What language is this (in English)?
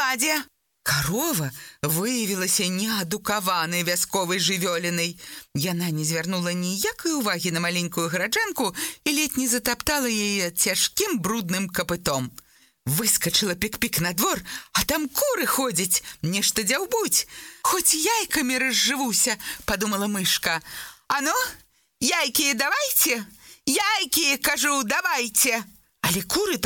Belarusian